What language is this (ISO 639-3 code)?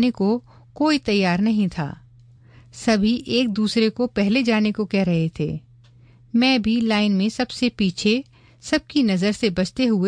hin